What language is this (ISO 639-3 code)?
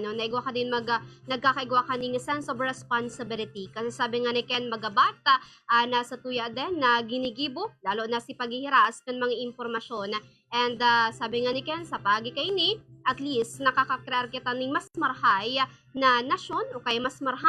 bik